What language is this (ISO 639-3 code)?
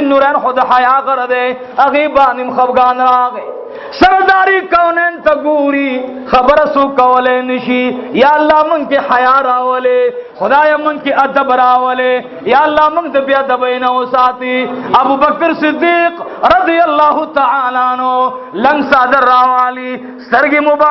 pus